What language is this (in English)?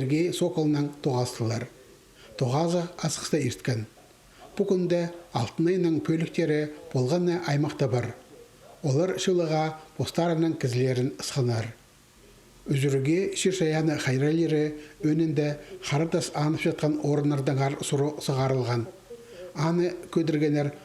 Khakas